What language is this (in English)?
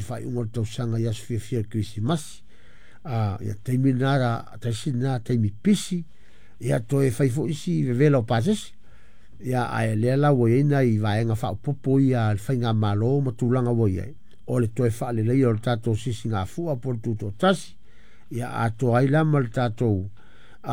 Samoan